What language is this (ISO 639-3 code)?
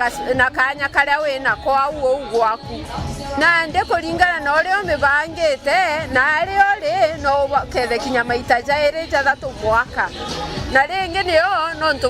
mer